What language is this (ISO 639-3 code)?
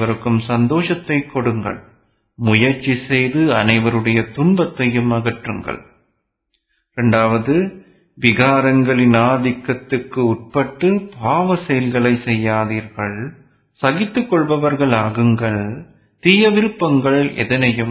tam